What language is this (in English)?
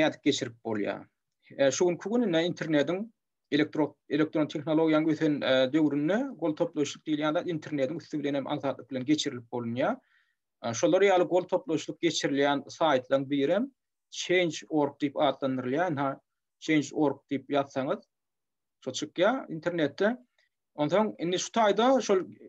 Turkmen